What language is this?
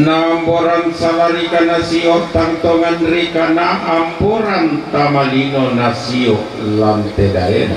Toraja-Sa'dan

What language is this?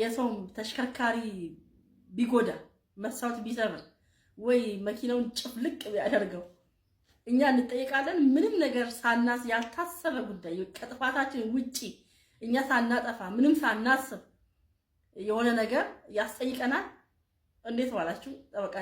Amharic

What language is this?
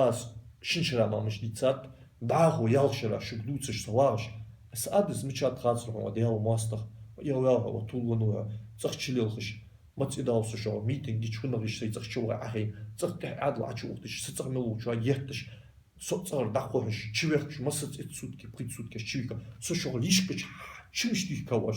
Ingush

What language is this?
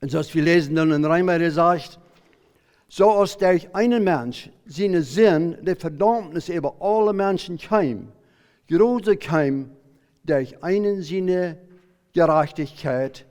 Plautdietsch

